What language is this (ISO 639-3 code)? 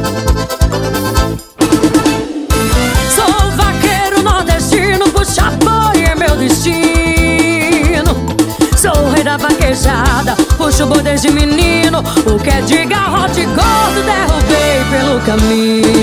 por